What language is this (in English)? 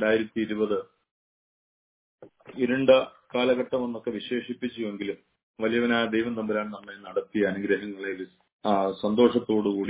Malayalam